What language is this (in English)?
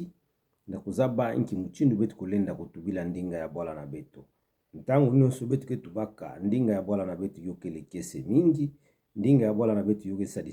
Kituba (Democratic Republic of Congo)